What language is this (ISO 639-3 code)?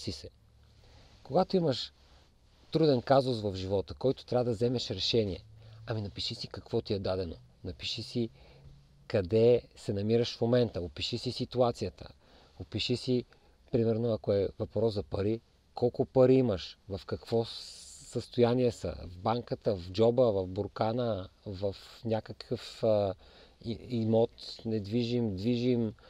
bul